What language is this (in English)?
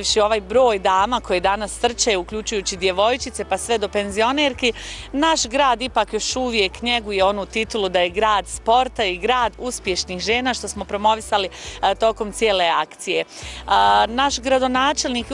Bosnian